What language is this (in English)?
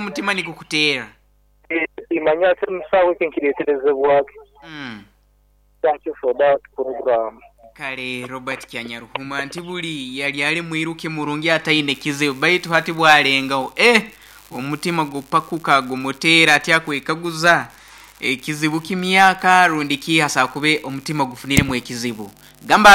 Nyoro